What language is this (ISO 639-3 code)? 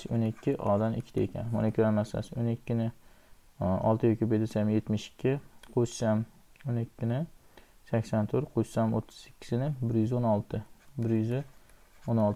uzb